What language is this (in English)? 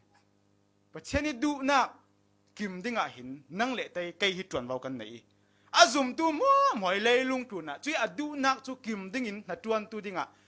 Falam Chin